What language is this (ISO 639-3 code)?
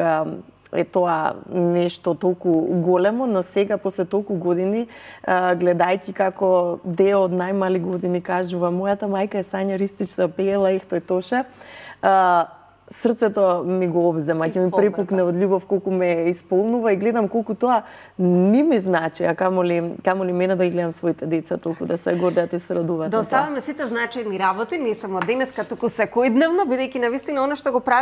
mkd